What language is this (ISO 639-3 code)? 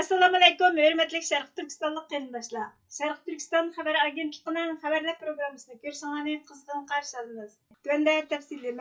uig